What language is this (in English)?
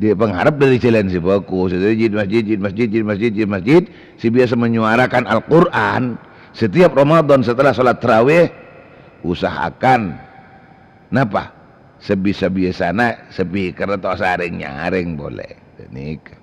Madurese